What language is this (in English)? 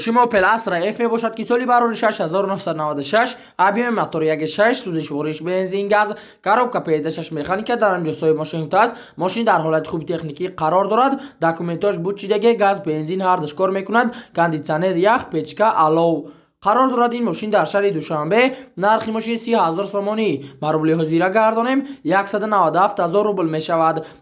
Tajik